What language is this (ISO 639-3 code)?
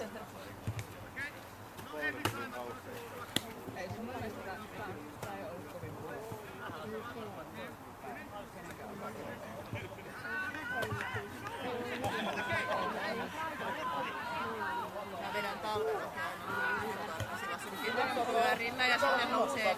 fin